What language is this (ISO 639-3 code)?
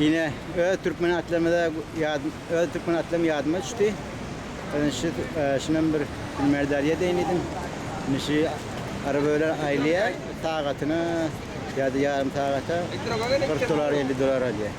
tuk